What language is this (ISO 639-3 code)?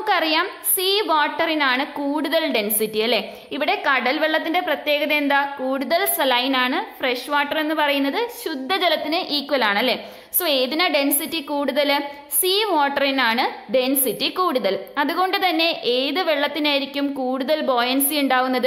mal